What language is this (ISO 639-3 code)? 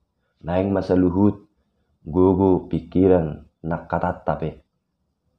bbc